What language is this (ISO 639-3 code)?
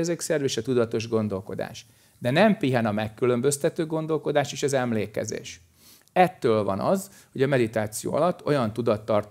hun